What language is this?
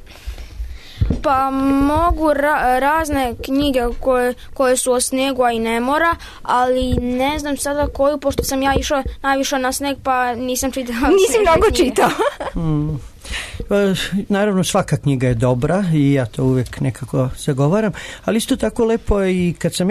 Serbian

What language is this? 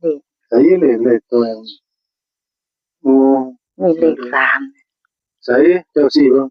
Northeastern Thai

